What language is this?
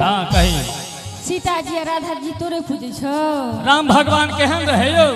Maithili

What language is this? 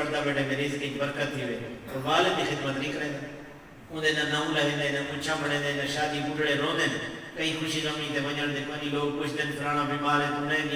Saraiki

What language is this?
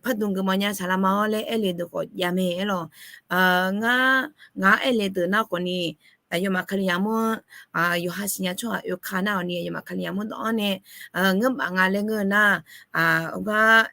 Akha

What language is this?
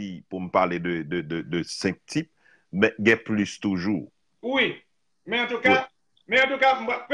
Haitian Creole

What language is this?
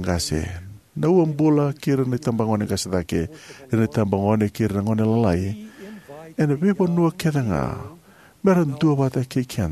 Fijian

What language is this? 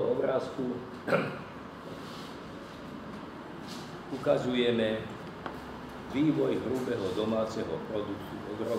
Slovak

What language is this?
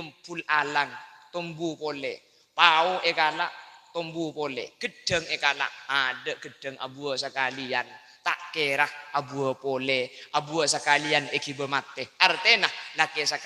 Madurese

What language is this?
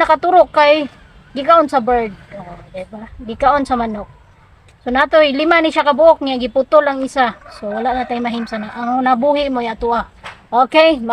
Cebuano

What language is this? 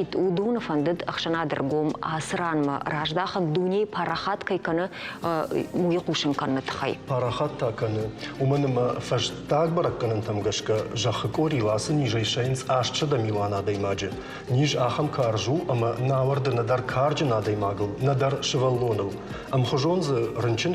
Ossetic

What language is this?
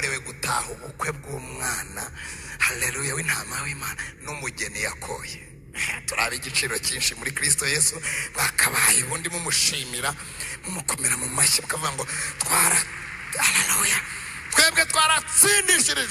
Kinyarwanda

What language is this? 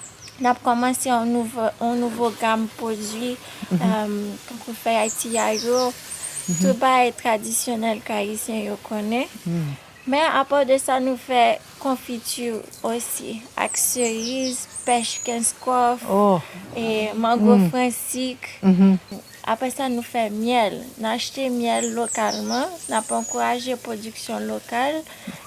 Haitian Creole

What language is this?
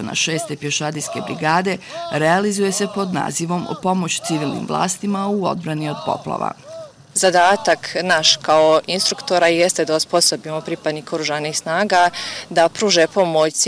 Bosnian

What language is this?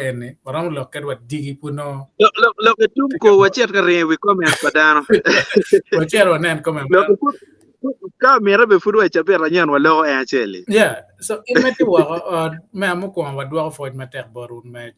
Acoli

